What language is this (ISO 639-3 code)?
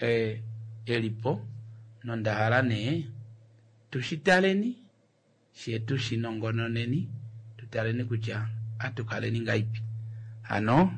kua